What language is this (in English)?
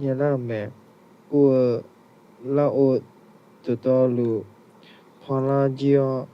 Akha